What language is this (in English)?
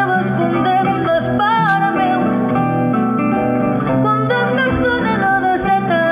Catalan